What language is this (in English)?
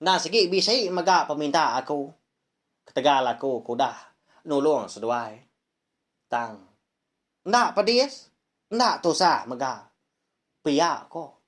Iban